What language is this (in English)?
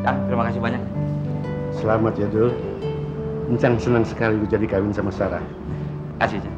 Betawi